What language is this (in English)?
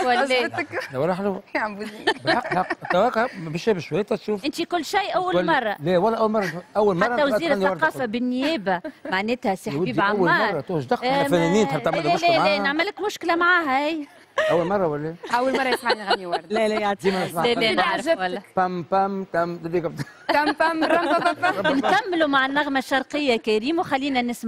Tunisian Arabic